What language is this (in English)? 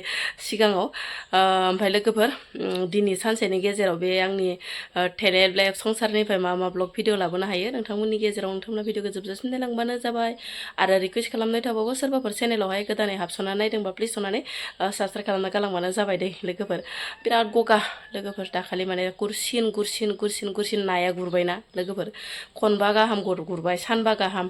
Bodo